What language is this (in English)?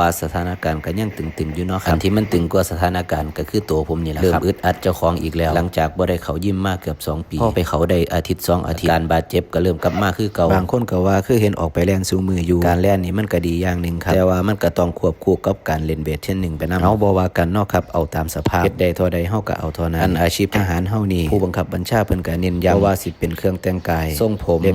Northeastern Thai